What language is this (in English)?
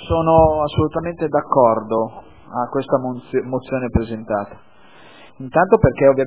Italian